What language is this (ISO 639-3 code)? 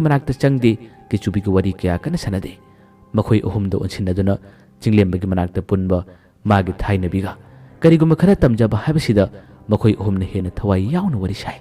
mni